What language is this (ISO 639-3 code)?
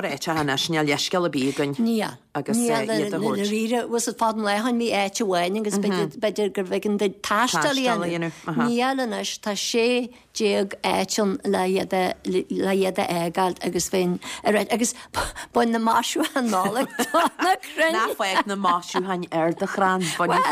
gle